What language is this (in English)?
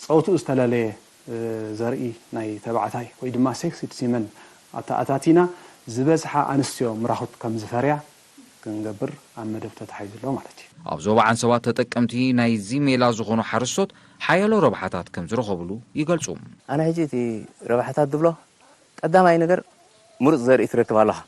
Tigrinya